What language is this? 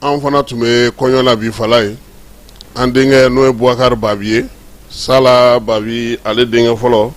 Bambara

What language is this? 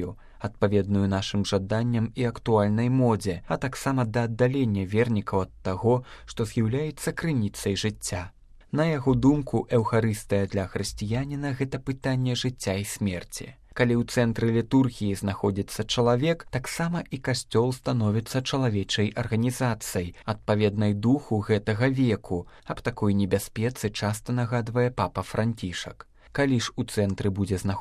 Belarusian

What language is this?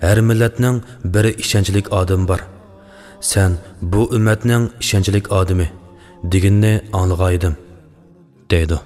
Uyghur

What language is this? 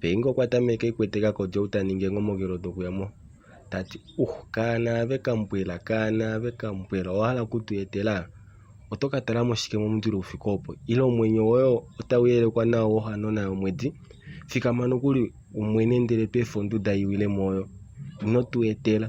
Kuanyama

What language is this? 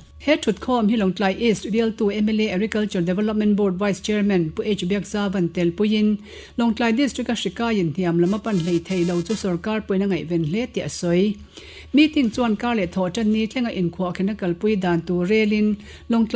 Mizo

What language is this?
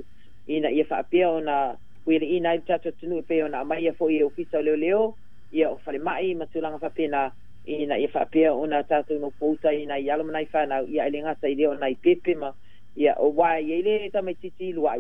Samoan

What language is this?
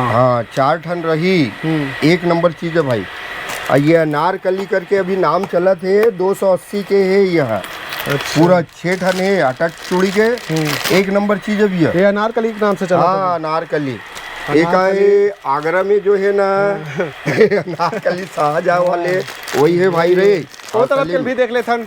Chhattisgarhi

